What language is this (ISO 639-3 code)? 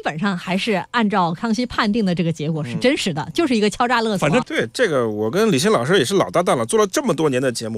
zho